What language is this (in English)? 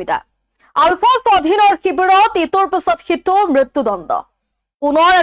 Assamese